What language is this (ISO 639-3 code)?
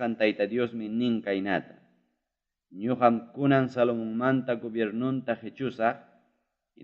quy